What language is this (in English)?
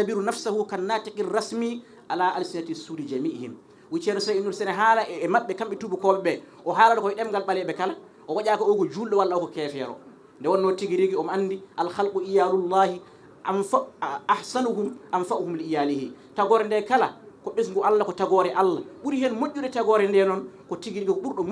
Fula